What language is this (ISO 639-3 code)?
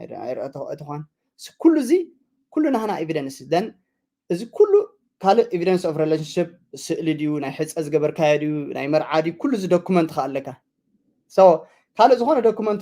tir